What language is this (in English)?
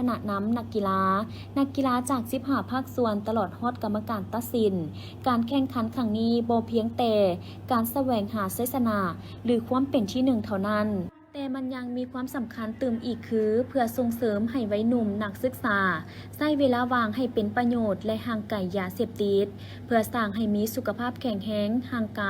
Lao